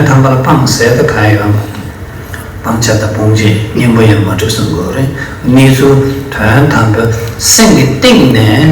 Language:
Tibetan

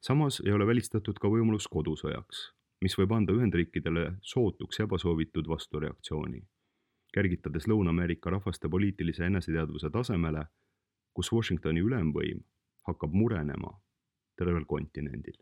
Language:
Estonian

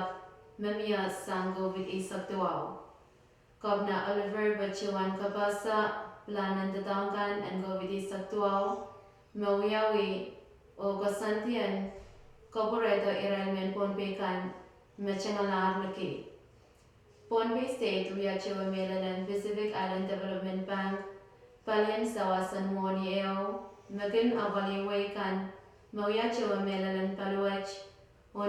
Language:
Pohnpeian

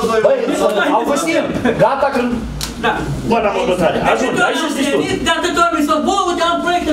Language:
Romanian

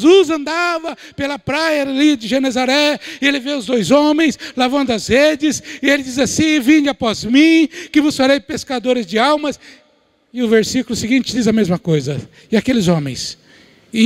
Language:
Portuguese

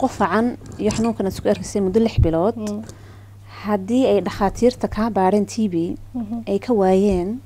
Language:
Somali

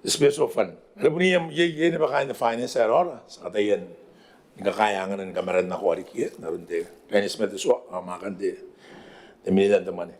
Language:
Gilbertese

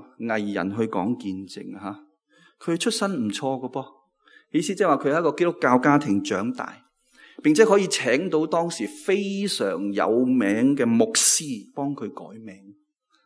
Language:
Cantonese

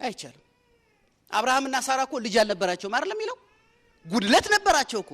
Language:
Amharic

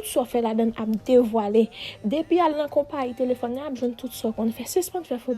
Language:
Haitian Creole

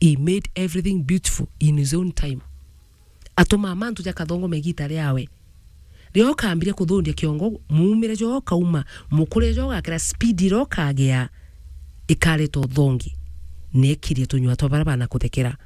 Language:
Meru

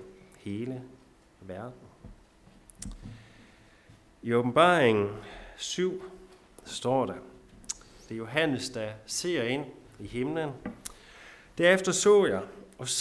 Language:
Danish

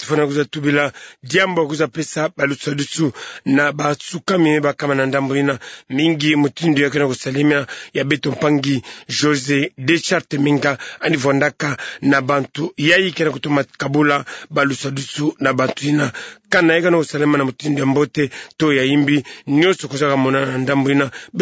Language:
Kituba (Democratic Republic of Congo)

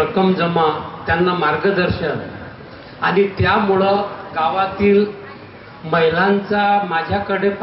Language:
Marathi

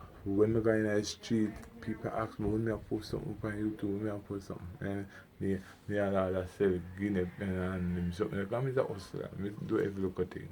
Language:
Jamaican Creole English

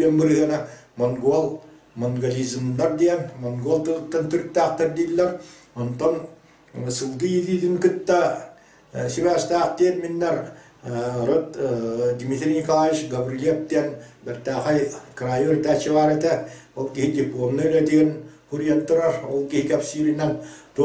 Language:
Yakut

